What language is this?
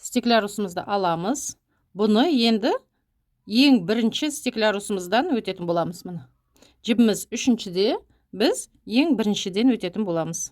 Kazakh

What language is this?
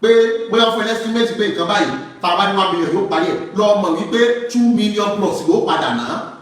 Yoruba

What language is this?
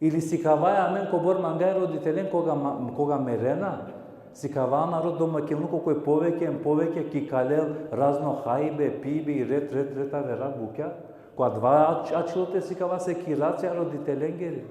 Balkan Romani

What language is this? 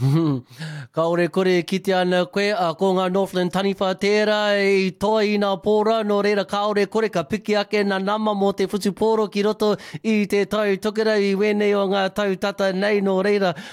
Māori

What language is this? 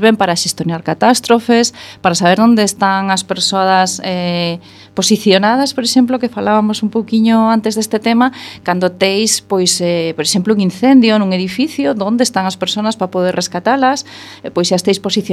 Galician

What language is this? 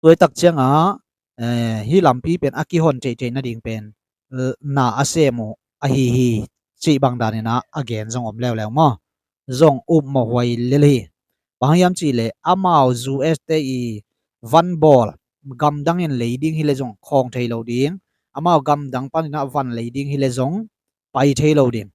Tedim Chin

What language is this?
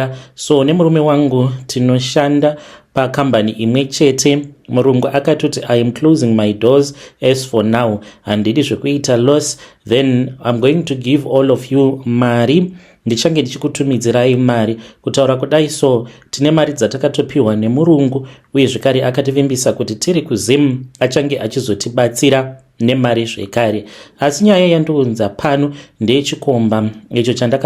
Shona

